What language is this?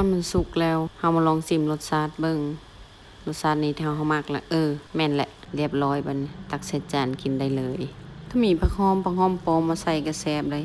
Lao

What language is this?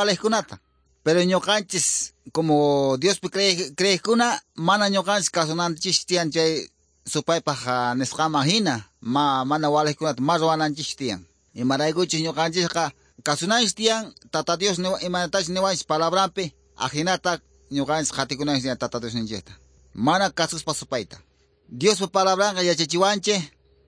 Quechua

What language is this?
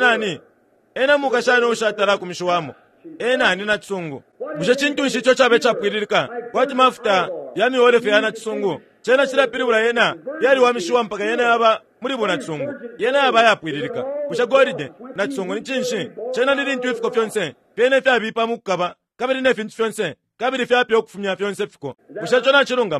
Bemba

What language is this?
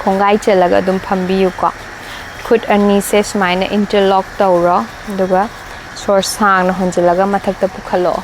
Manipuri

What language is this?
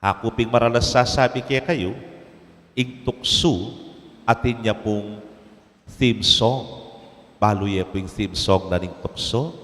Pampanga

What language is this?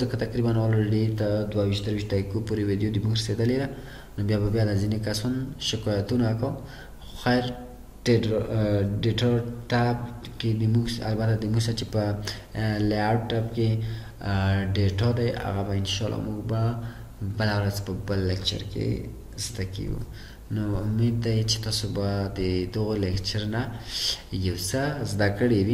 Pashto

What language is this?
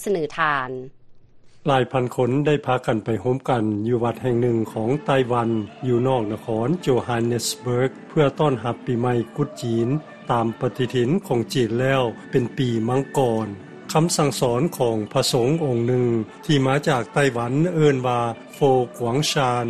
Lao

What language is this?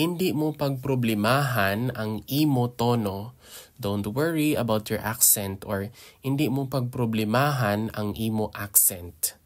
Hiligaynon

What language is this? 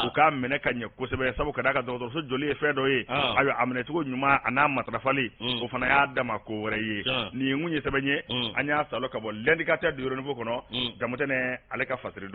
Bambara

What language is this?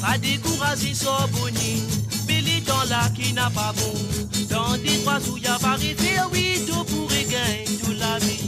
Morisyen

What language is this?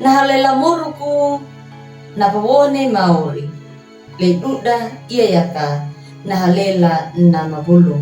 Anakalangu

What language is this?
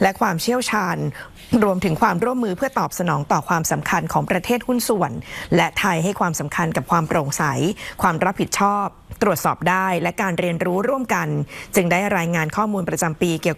Thai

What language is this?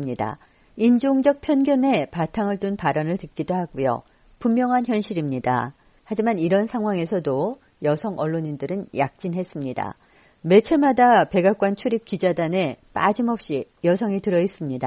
Korean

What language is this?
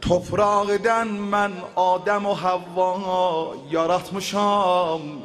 South Azerbaijani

